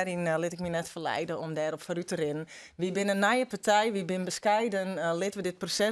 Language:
Western Frisian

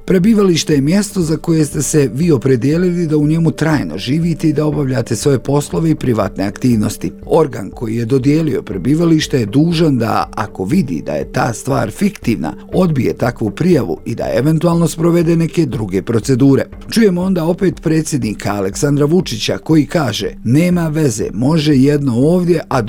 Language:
Bosnian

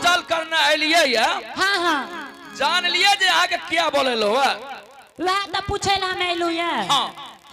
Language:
Angika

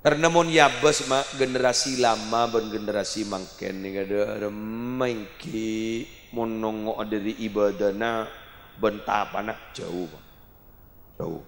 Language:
Madurese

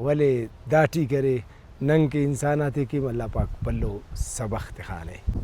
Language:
Brahui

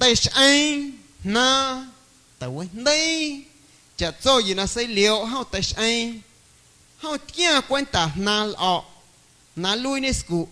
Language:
Guerrero Amuzgo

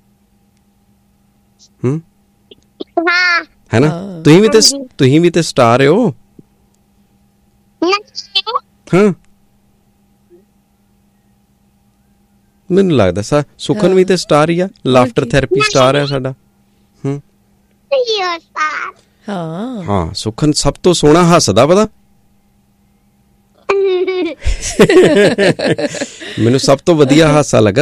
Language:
Punjabi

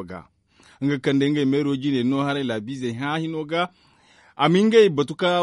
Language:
Zarma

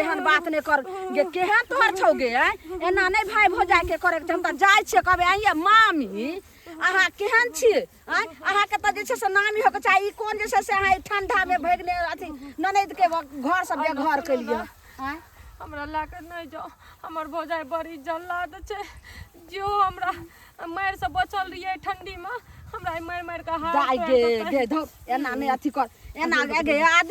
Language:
Maithili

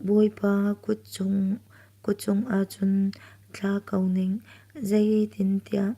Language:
Hakha Chin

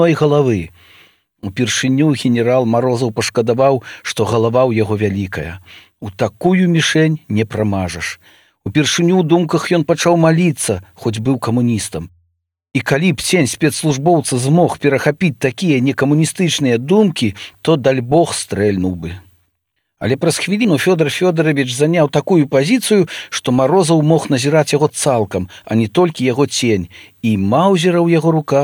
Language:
Belarusian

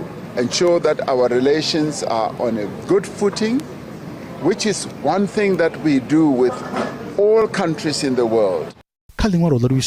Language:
Venda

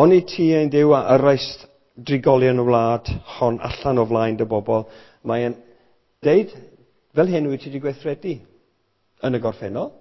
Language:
Welsh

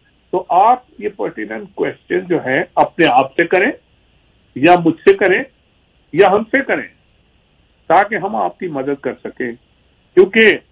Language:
Urdu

